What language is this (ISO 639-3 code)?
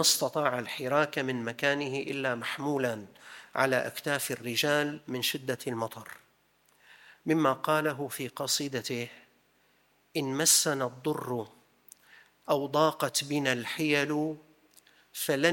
ara